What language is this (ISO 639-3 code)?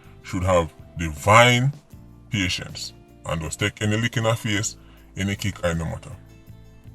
jam